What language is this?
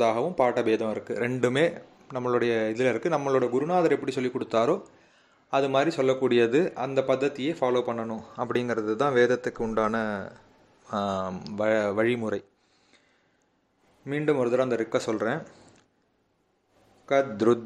Tamil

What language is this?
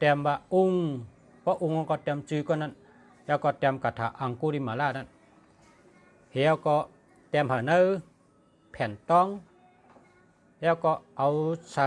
Shan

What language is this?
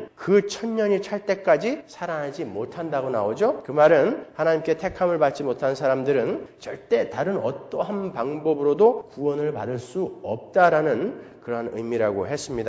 Korean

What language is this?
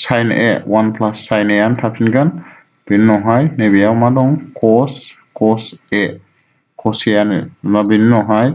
Bodo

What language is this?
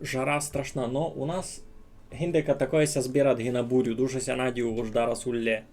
Rusyn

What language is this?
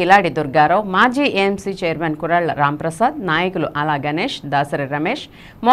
Telugu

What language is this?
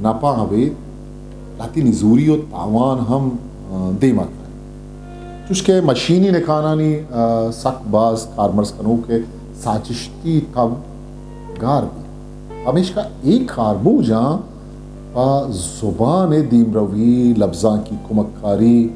Eastern Balochi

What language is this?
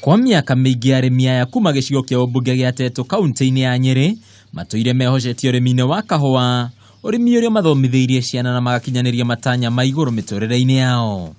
Kikuyu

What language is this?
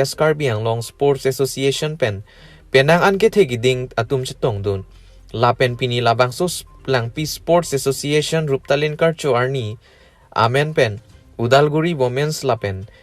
Karbi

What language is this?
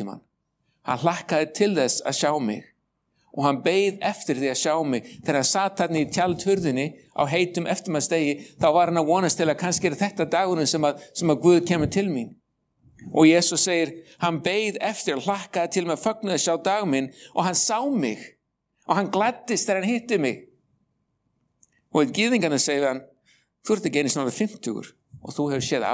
Icelandic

